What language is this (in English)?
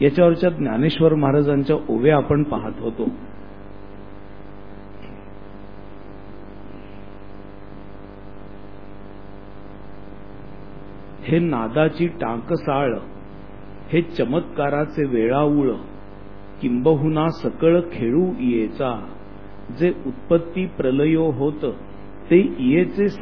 Marathi